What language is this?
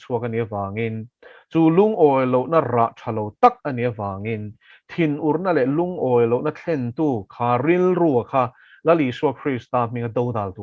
Mizo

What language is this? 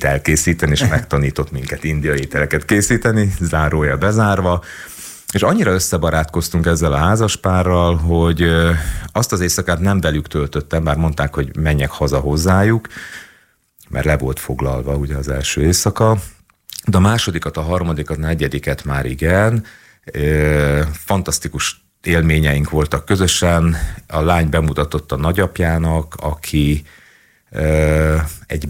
Hungarian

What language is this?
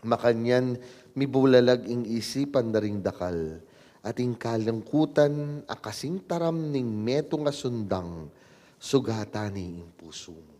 Pampanga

